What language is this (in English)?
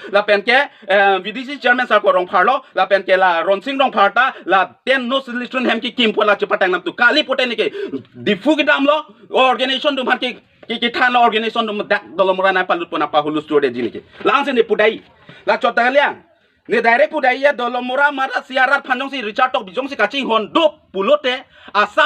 Karbi